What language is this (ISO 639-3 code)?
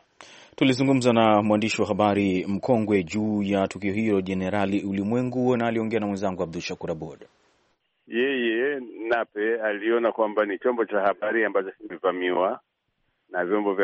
swa